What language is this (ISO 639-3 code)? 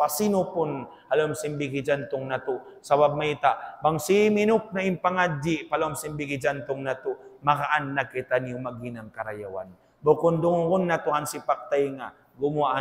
tsg